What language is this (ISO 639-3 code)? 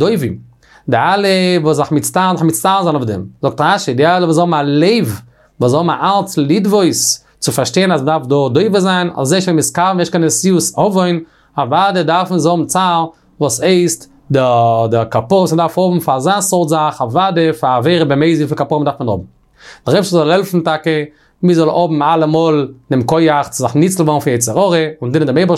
yid